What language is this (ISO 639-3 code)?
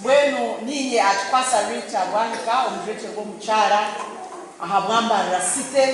nyn